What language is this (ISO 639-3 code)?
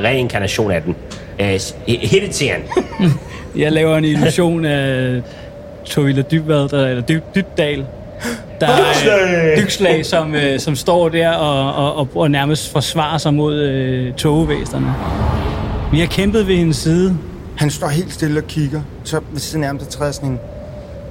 dan